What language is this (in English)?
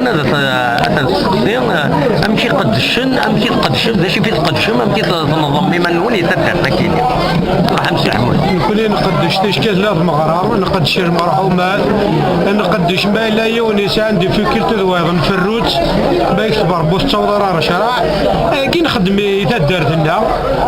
Kabyle